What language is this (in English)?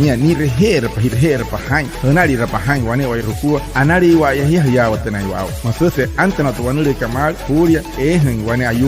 Wayuu